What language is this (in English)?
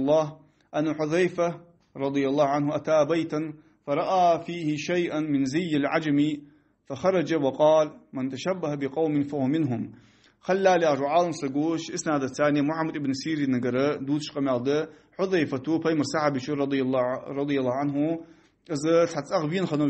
Ingush